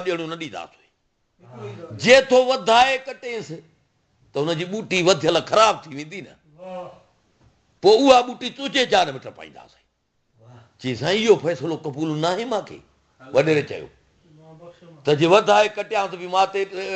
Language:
Sindhi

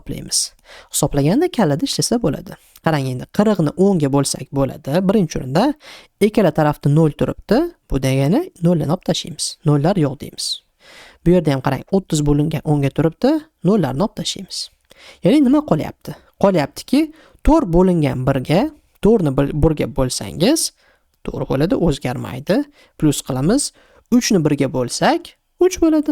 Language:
Uzbek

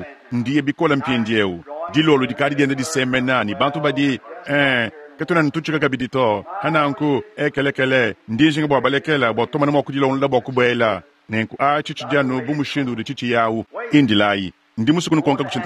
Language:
Luba-Lulua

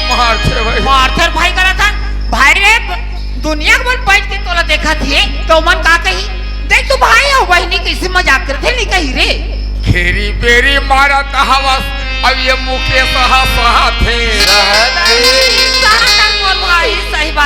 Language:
Chhattisgarhi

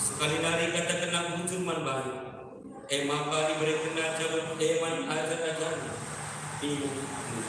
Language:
Batak Karo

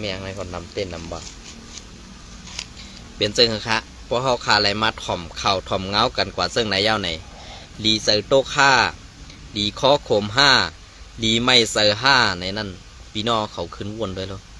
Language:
Shan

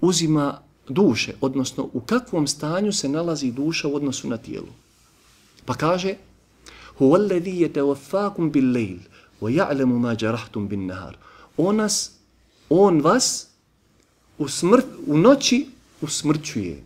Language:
Bosnian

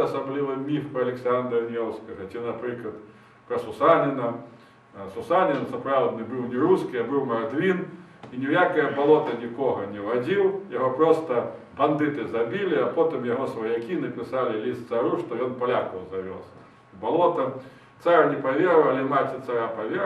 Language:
Belarusian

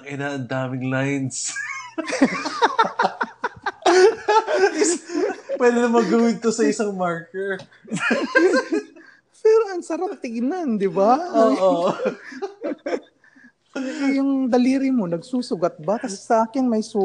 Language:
Filipino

